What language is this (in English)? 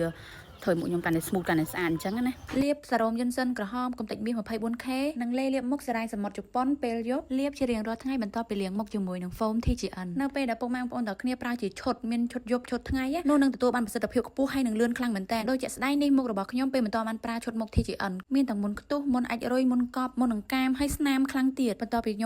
Khmer